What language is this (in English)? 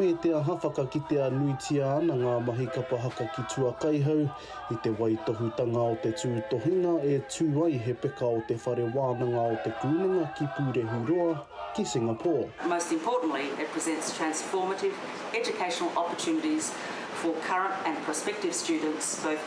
Māori